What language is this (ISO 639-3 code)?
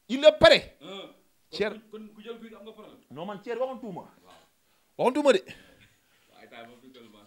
wol